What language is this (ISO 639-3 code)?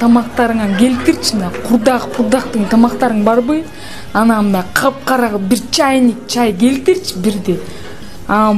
kir